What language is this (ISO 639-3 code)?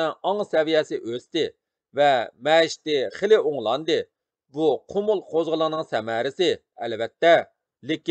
uig